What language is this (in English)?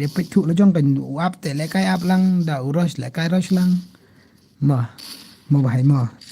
Khasi